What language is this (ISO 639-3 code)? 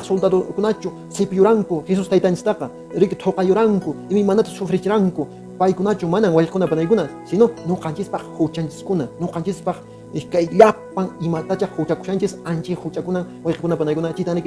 que